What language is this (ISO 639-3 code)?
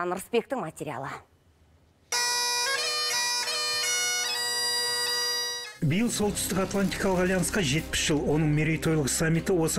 kaz